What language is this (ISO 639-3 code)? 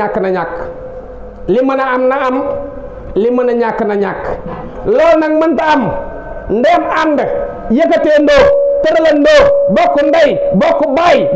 wol